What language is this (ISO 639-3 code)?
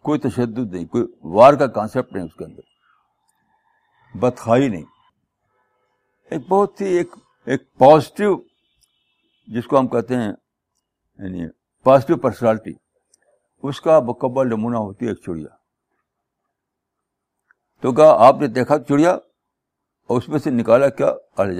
urd